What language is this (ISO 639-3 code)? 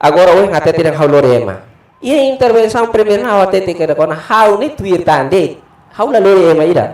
tet